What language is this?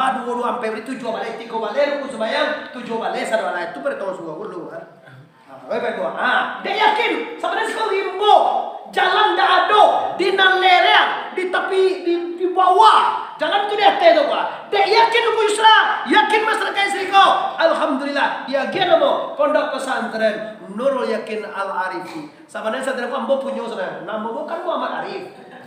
Minangkabau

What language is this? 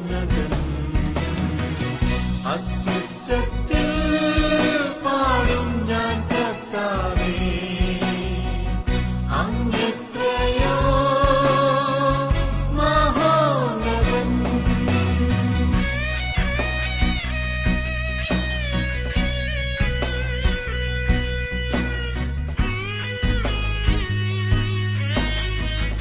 Malayalam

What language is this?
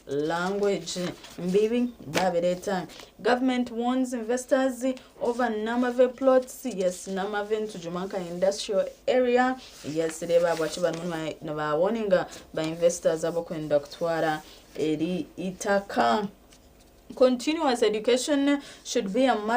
Nyankole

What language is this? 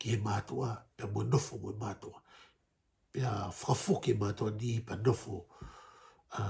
Tongan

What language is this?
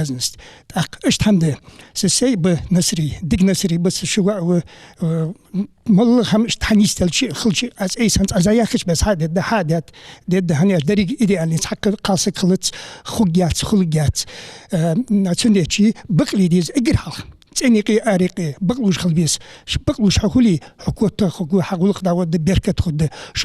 Ingush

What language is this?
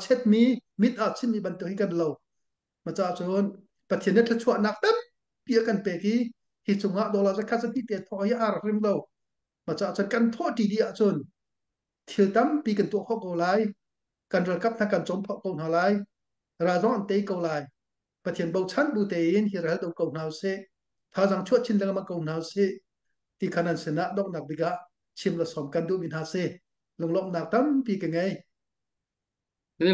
Thai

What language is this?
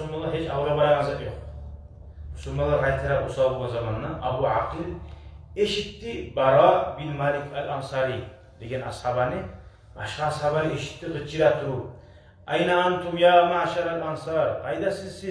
Kumyk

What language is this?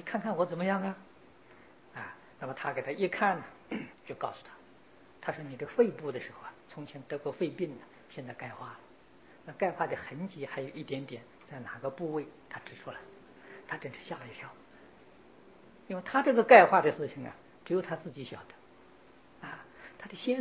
Chinese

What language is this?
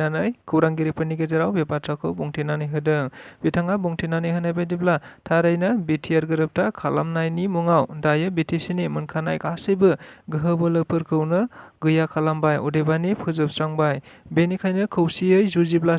Bodo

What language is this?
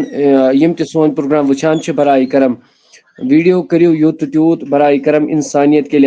Kashmiri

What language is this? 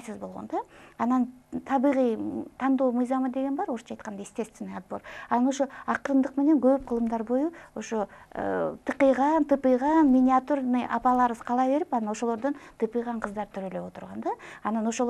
Kyrgyz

